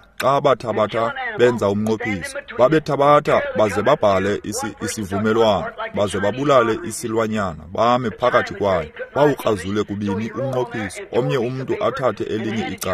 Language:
Xhosa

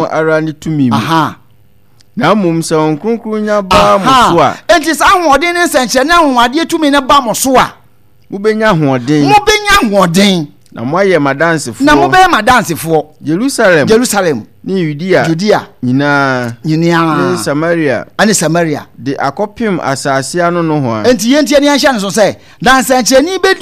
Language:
Akan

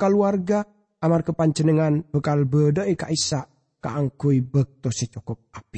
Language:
Madurese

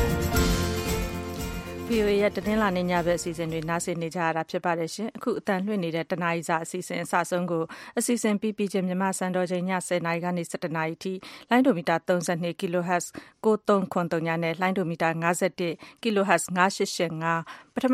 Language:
Burmese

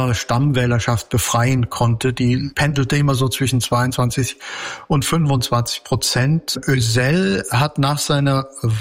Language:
German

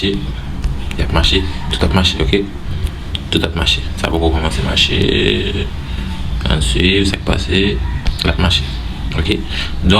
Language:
Haitian Creole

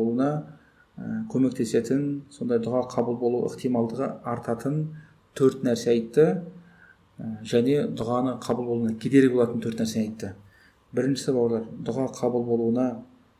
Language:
Kazakh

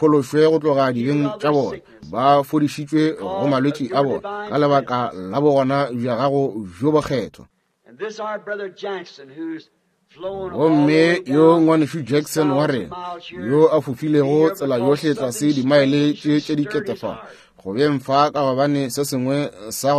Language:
Northern Sotho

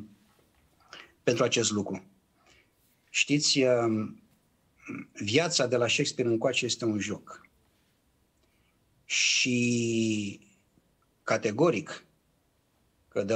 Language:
Romanian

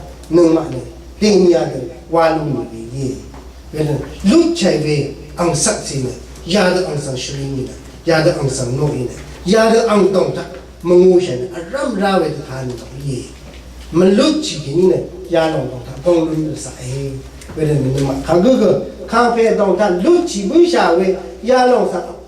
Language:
Rawang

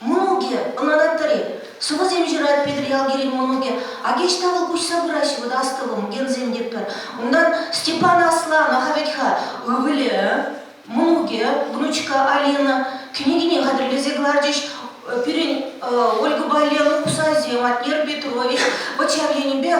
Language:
Chuvash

